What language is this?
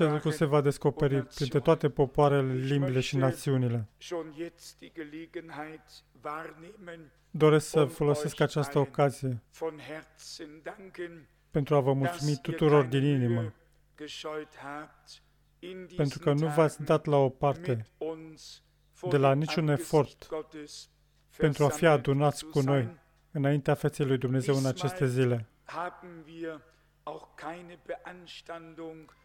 Romanian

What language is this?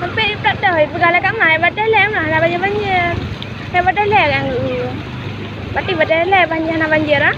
Achinese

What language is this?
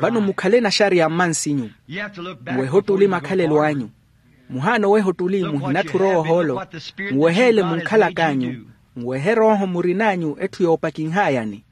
Makhuwa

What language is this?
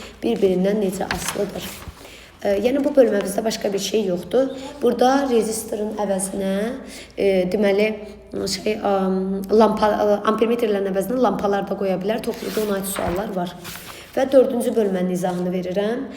Azerbaijani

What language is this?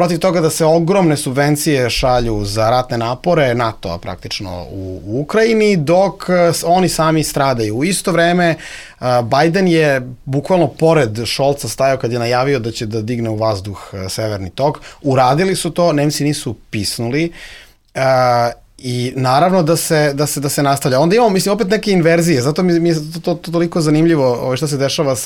Serbian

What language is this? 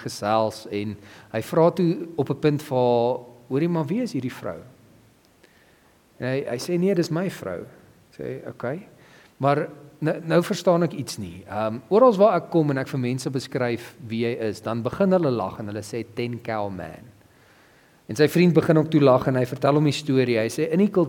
Afrikaans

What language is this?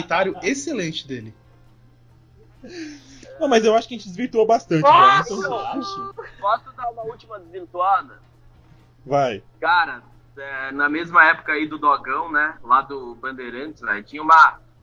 Portuguese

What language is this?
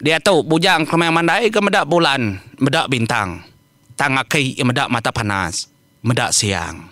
Iban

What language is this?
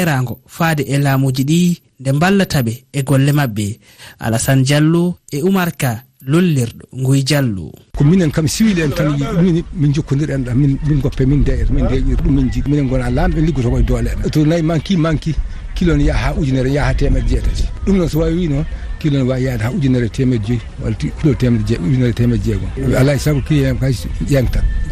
Fula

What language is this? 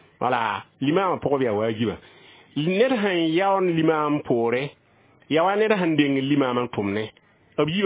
Mossi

